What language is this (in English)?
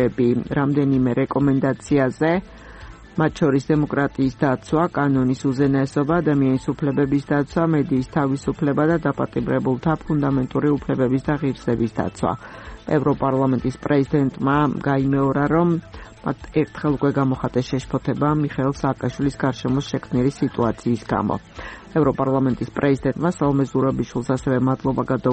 Georgian